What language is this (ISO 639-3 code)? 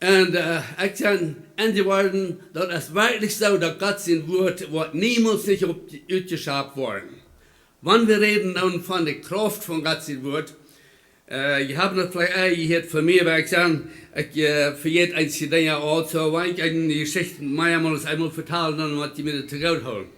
pdt